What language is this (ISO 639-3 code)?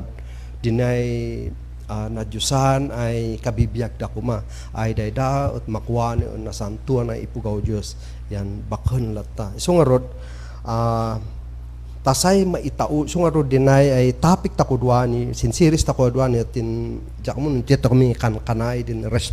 kne